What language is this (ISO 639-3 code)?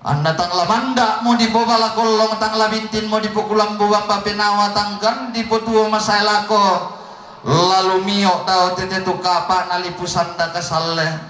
sda